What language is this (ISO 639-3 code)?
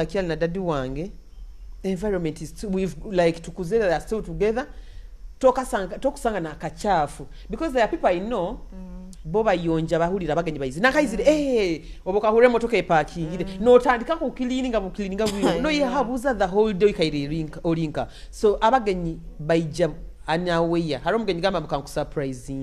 nyo